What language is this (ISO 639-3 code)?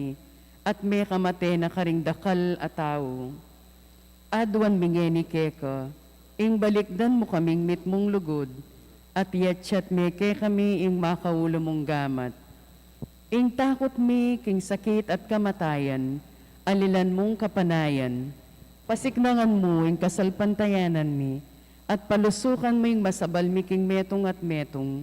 pam